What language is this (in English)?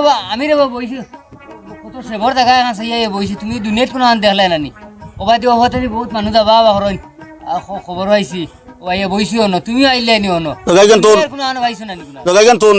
Sylheti